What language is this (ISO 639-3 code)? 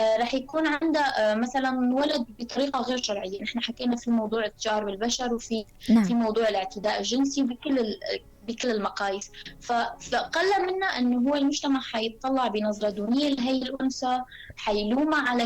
apc